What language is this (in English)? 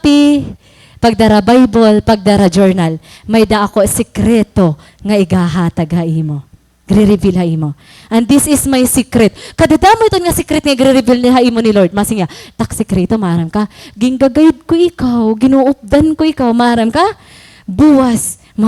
Waray